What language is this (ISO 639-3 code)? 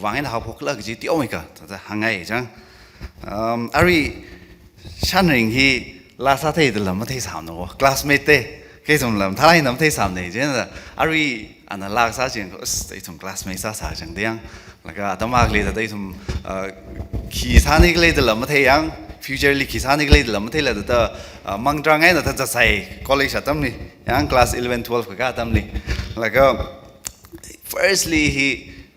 nmf